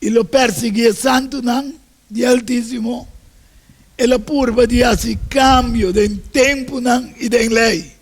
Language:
Papiamento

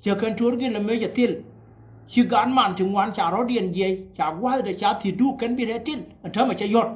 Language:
Nuer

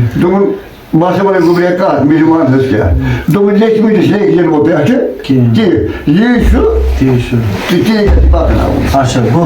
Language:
Kashmiri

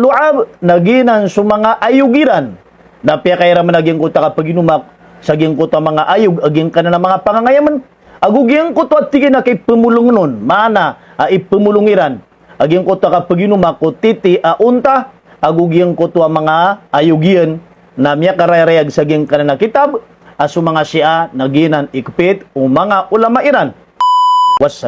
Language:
Maranao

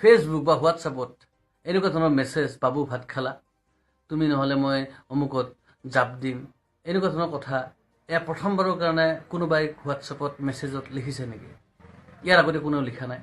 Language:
Assamese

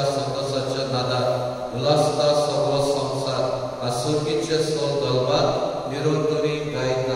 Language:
Konkani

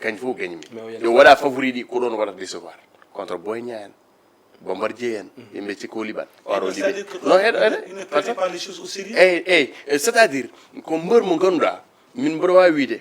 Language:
Fula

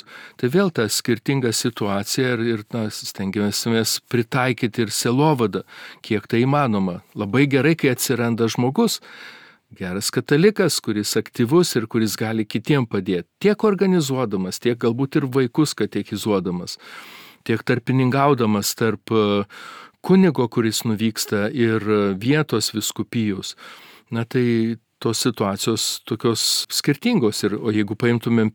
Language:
Lithuanian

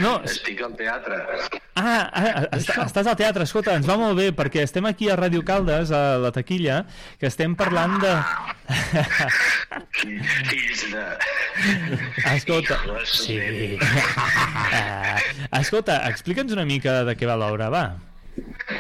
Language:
Catalan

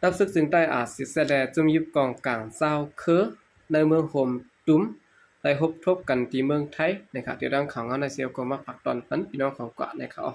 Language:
Shan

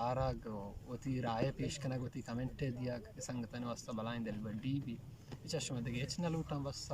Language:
Eastern Balochi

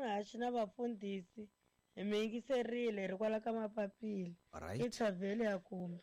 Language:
Tsonga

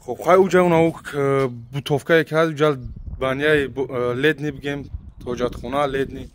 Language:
Tajik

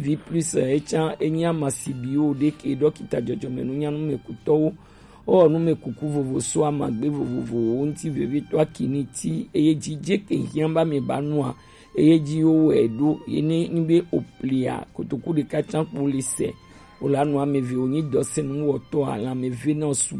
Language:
Gen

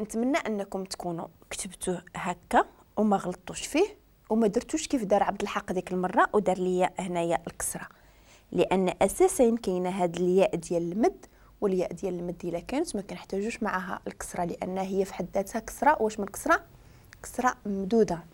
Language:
Moroccan Arabic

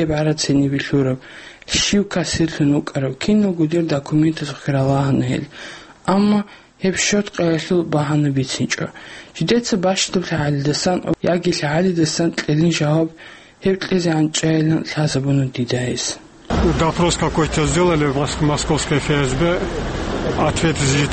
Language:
Avaric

